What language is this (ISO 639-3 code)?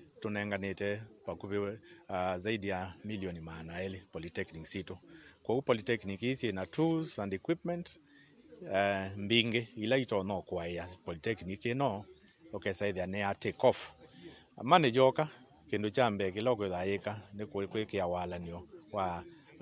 kam